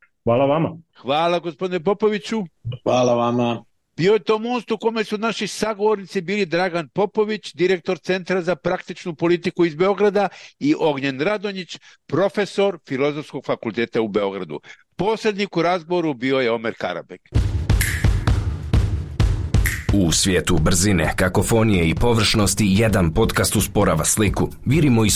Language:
Serbian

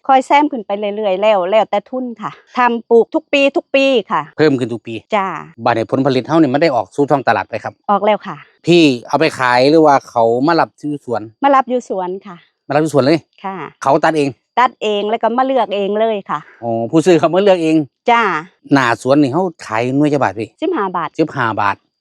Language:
Northeastern Thai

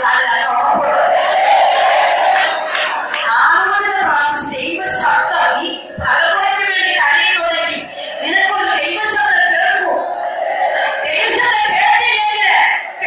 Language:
Malayalam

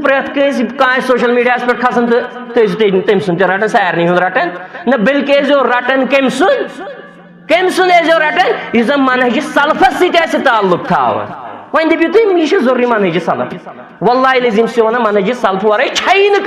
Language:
Kashmiri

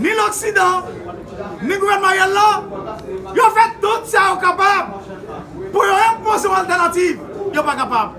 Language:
Haitian Creole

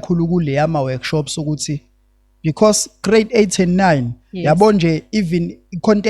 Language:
Zulu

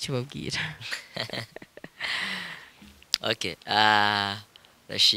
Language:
Kinyarwanda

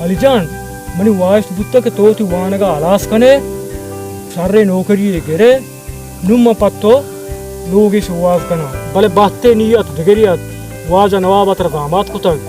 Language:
Baluchi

